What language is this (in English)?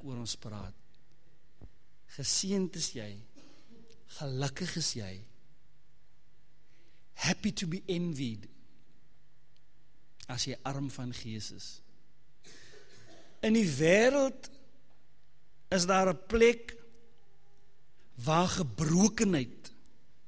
Afrikaans